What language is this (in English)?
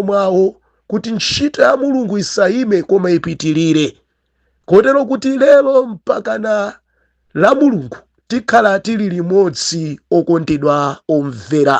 Nyanja